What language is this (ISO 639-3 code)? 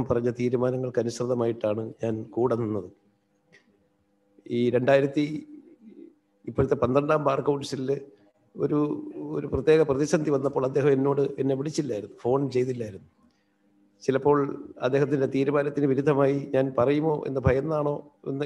mal